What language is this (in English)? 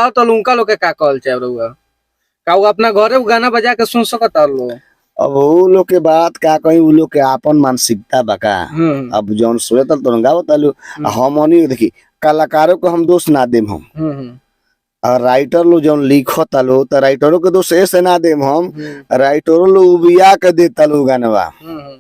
Bhojpuri